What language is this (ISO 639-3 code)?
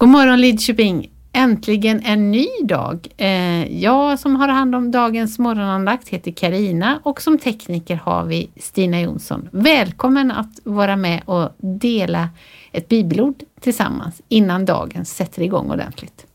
swe